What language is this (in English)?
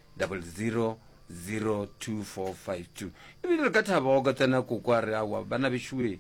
Northern Sotho